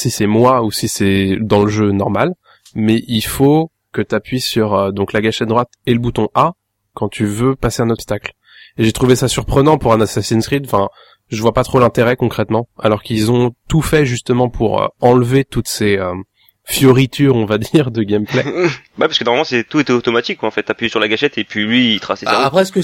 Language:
French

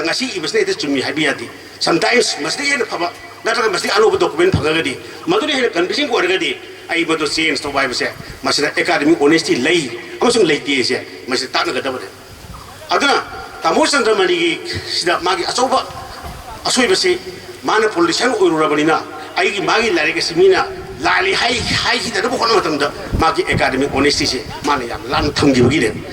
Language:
Manipuri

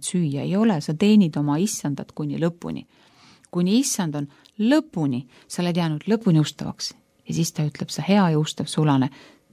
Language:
Estonian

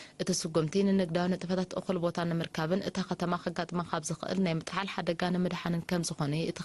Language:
Tigrinya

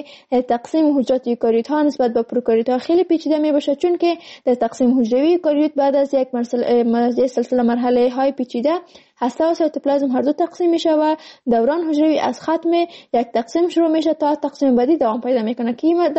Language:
Persian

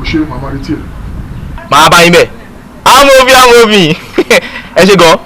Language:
Yoruba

